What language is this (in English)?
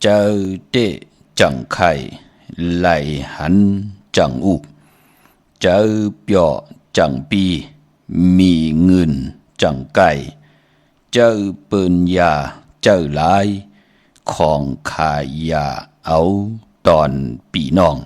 Shan